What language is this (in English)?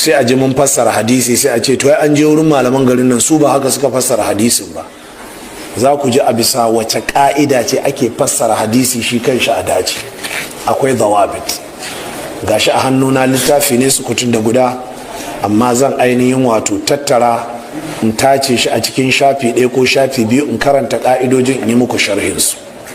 Hausa